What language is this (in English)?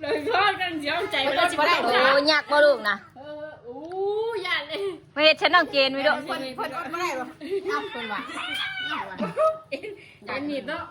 Northeastern Thai